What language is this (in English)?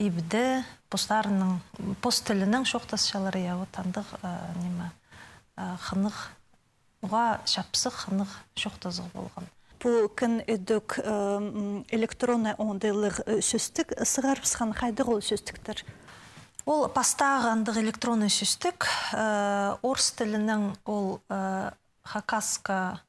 Khakas